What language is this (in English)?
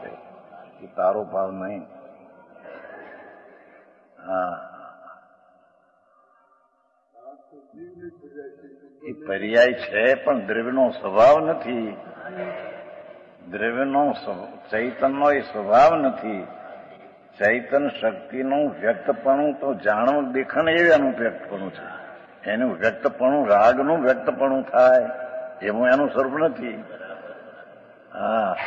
Gujarati